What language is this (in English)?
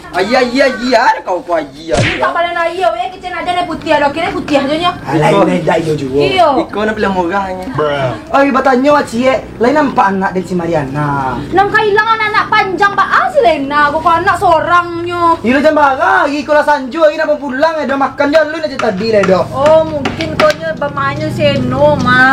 Minangkabau